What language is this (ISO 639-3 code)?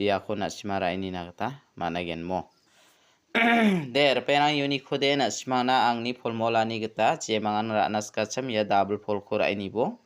grt